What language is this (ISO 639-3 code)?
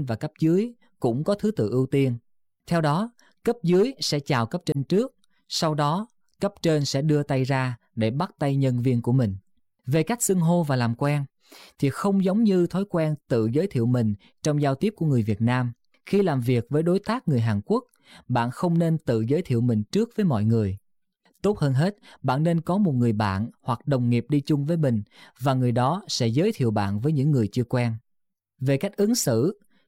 vie